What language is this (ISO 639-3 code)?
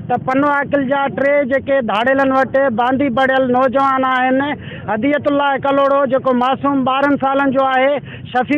snd